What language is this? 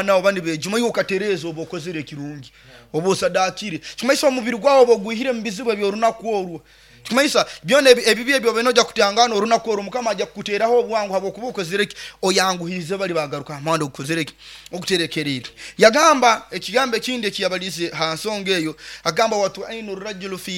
Nyoro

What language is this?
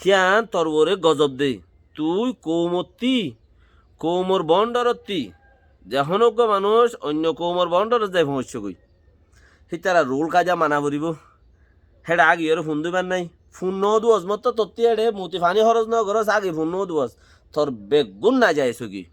Rohingya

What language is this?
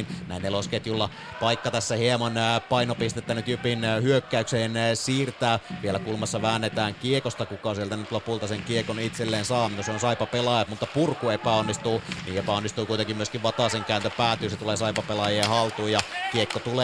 Finnish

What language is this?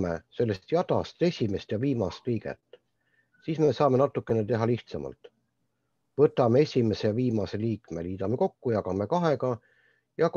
Estonian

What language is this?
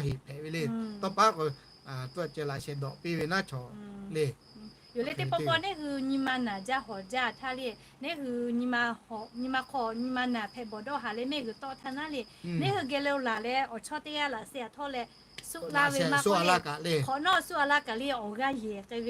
Lahu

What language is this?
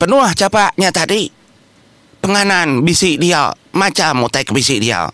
Iban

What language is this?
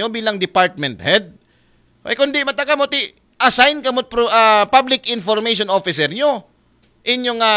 Aklanon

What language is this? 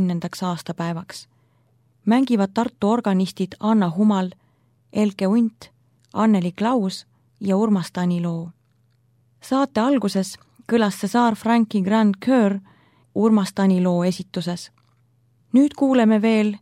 Estonian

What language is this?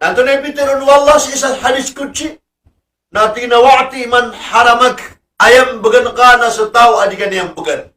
Maranao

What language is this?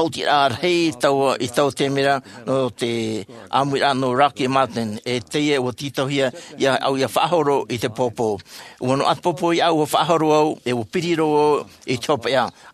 Tahitian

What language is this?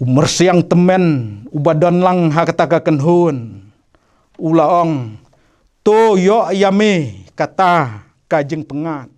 Khasi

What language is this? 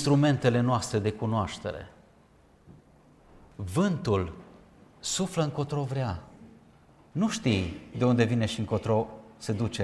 Romanian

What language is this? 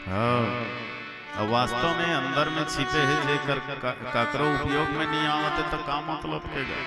Chhattisgarhi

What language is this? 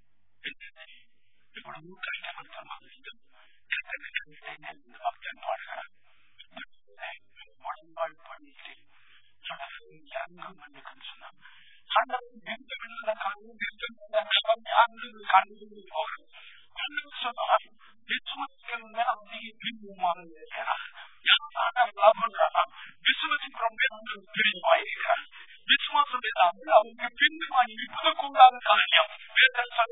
Tamil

